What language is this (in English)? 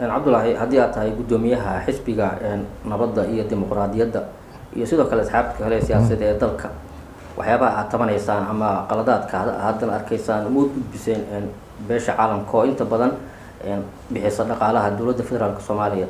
Somali